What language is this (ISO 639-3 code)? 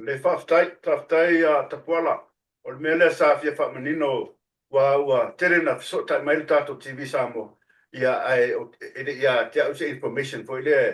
smo